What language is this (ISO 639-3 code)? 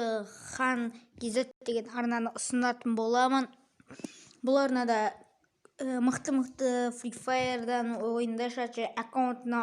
kaz